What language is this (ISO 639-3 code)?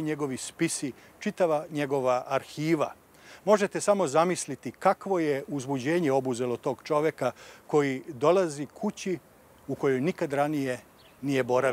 srp